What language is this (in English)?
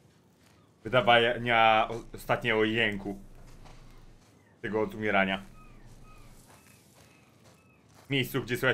Polish